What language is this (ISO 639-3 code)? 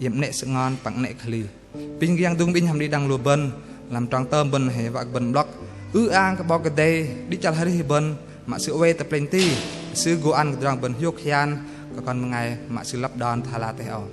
bdq